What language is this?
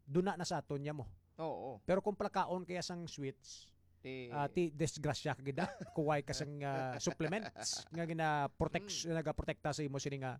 Hiligaynon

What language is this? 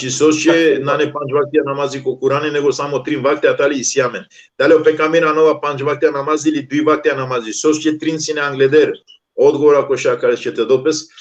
Balkan Romani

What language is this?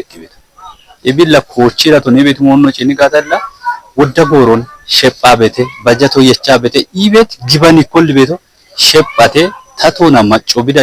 Kafa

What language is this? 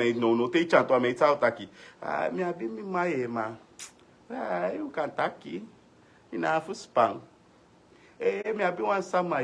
Sranan Tongo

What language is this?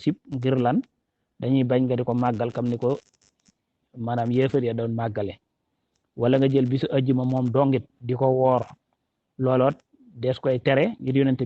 Wolof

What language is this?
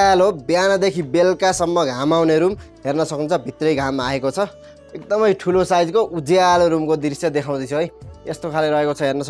Nepali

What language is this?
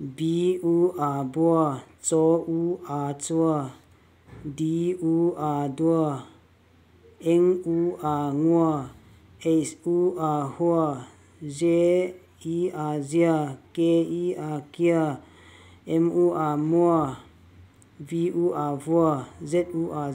Vaiphei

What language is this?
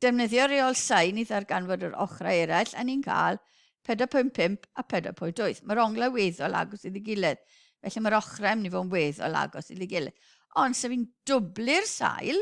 Welsh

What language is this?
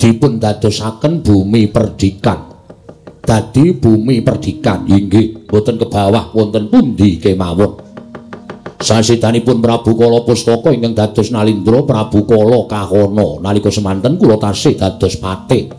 Javanese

